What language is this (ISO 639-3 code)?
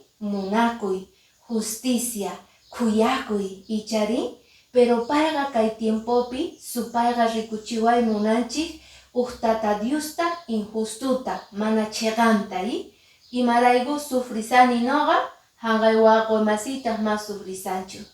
que